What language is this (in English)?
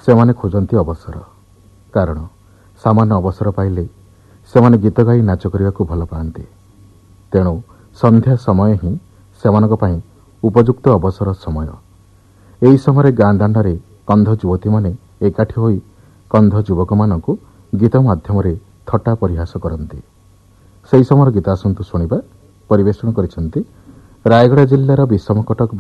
Odia